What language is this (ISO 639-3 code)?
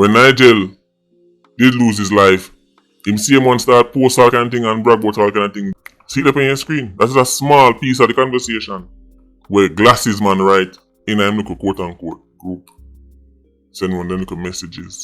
jam